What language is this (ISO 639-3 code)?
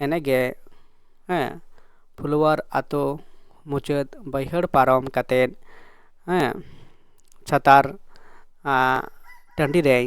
sat